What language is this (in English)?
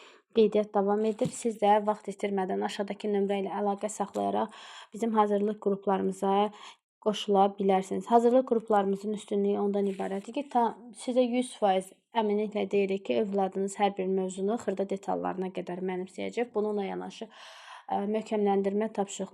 Azerbaijani